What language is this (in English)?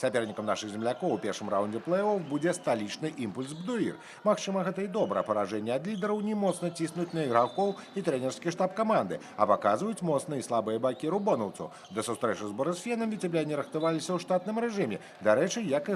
Belarusian